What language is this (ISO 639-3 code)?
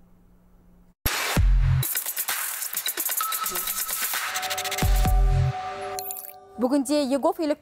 kaz